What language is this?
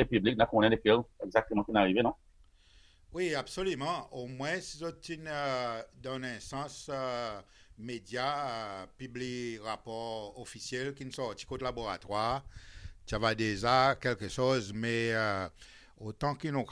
Seselwa Creole French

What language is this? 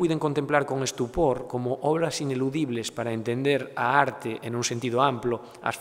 Galician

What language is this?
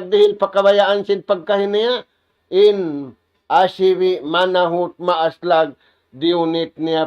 Tausug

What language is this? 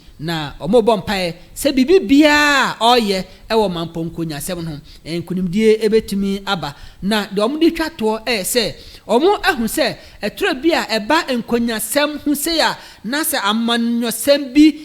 Akan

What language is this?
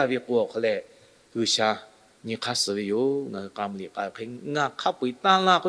Lahu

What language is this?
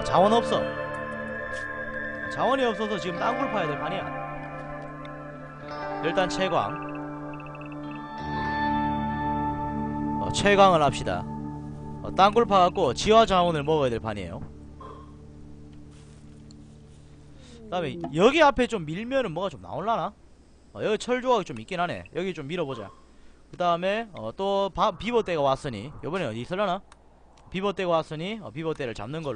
Korean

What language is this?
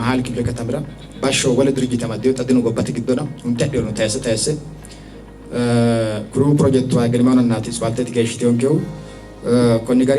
Sidamo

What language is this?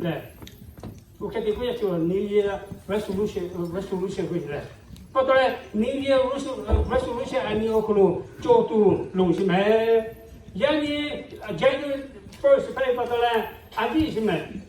Lahu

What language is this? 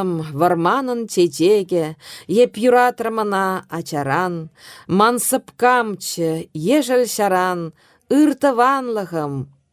Chuvash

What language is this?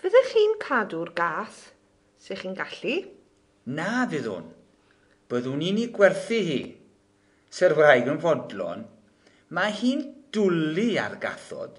Welsh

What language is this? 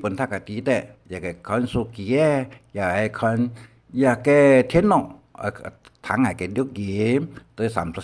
Hakka Chinese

